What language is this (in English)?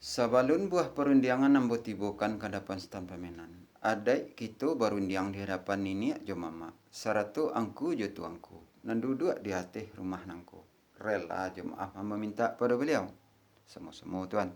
Minangkabau